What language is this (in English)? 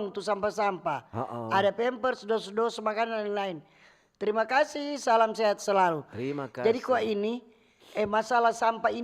Manado Malay